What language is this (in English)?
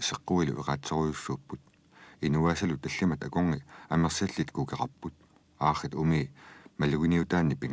Kalaallisut